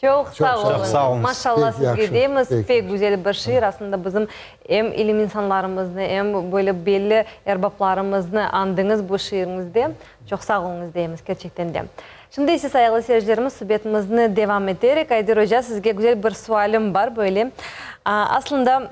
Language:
Crimean Tatar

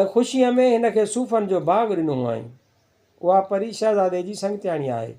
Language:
Sindhi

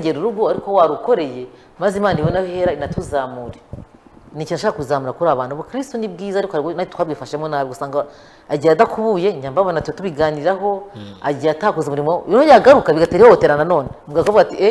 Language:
Kinyarwanda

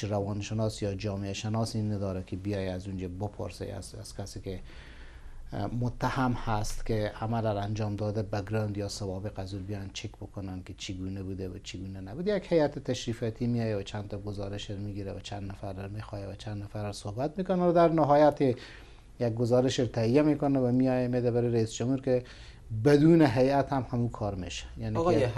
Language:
Persian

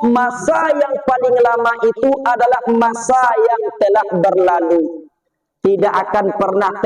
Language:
Minangkabau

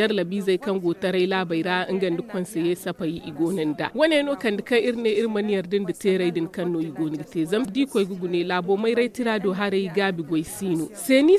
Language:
Zarma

